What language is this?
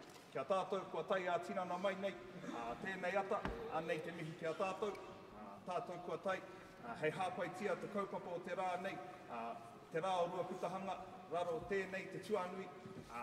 Māori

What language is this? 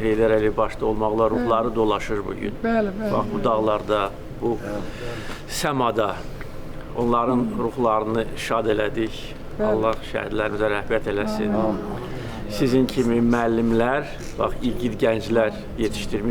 Azerbaijani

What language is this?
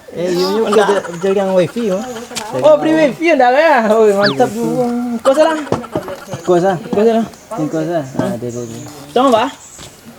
Minangkabau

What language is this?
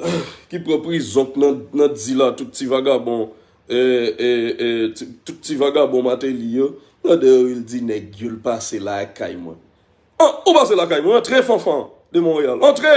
Haitian Creole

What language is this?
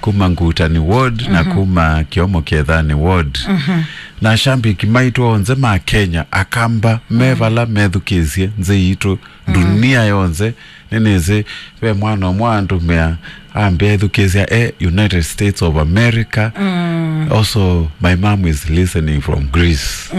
Kamba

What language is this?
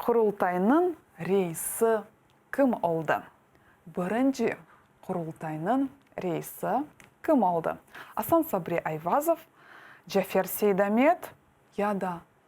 Crimean Tatar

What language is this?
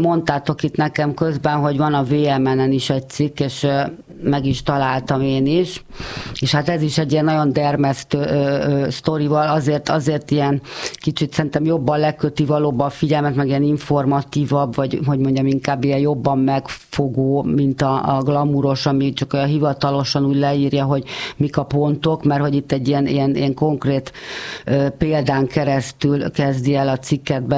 Hungarian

